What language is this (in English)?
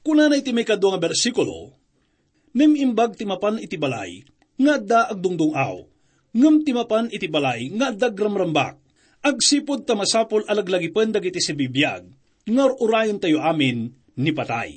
Iloko